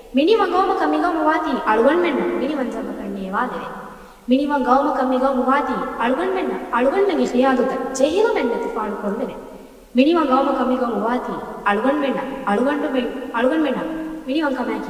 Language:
Divehi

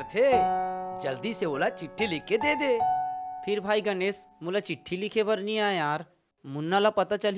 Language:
Chhattisgarhi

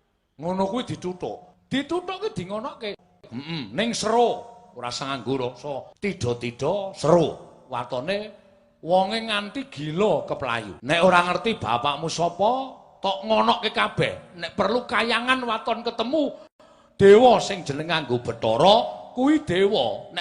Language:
Javanese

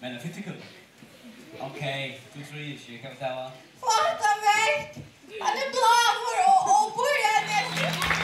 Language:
Faroese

